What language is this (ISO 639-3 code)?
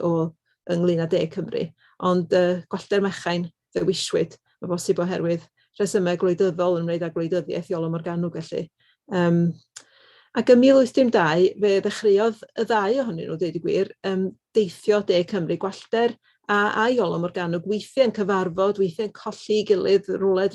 cym